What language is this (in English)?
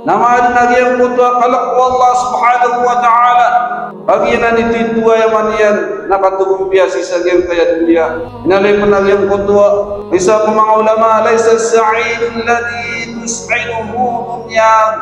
Maranao